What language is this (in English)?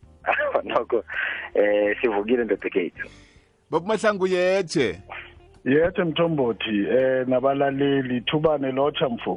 South Ndebele